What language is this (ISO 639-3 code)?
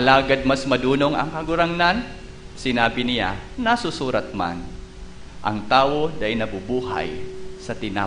bik